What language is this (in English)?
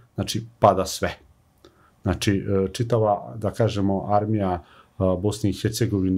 Bosnian